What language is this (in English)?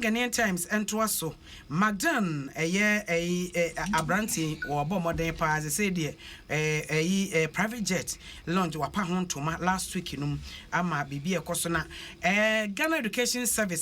Akan